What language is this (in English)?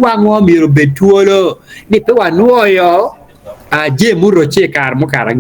Acoli